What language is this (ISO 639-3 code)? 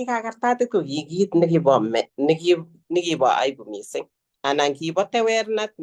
kln